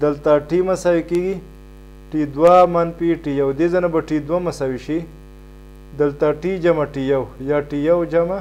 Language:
Pashto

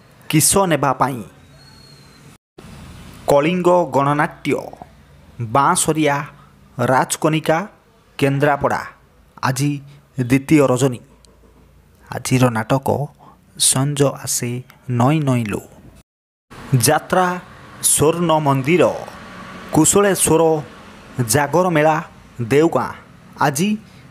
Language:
Odia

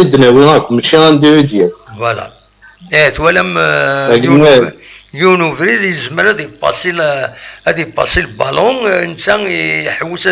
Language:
Kabyle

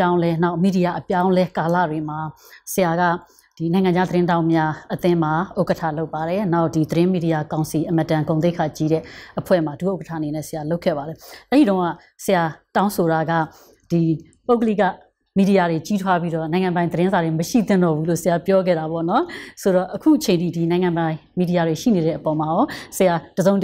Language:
Burmese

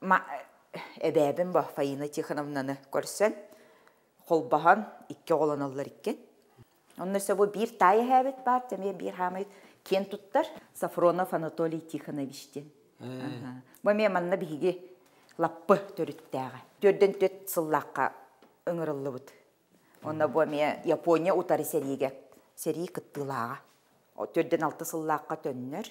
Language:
Yakut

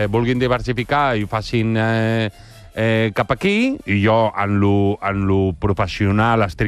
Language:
Catalan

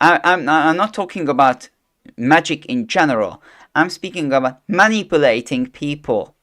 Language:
English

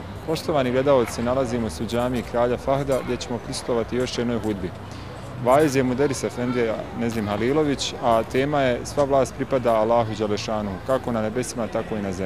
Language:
Bosnian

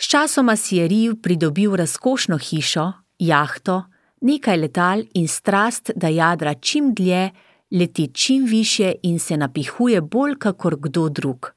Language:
Slovenian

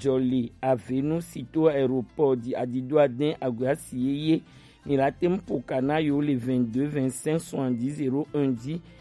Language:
Gen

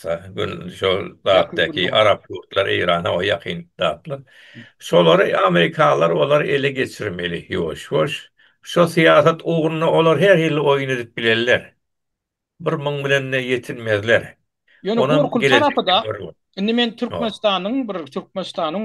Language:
Turkmen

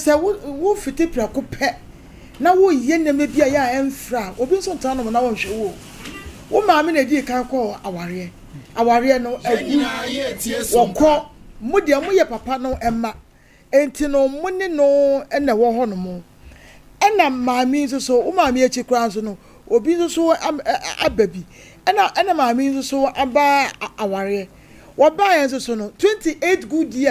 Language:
Akan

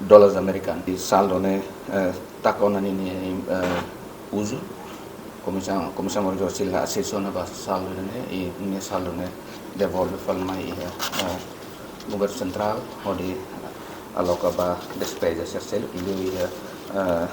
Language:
Tetum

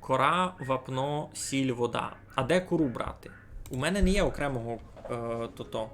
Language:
Rusyn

